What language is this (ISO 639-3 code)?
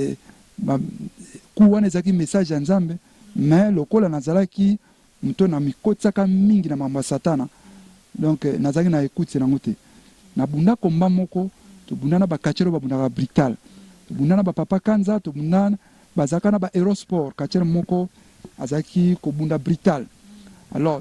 lin